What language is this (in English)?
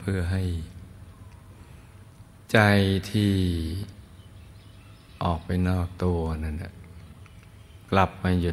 Thai